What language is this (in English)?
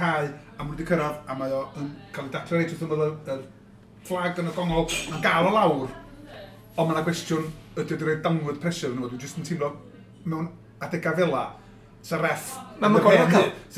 Welsh